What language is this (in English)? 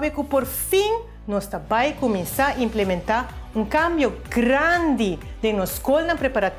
Papiamento